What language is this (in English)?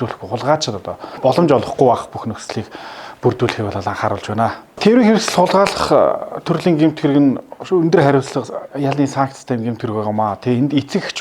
Mongolian